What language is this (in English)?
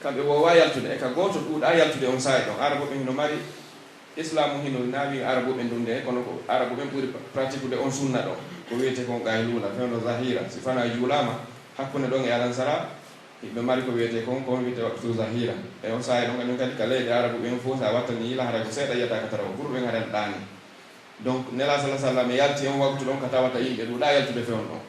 Pular